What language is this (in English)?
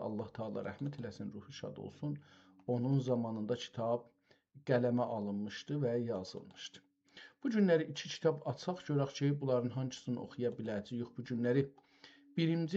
South Azerbaijani